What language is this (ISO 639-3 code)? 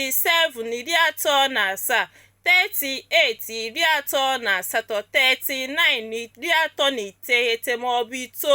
ibo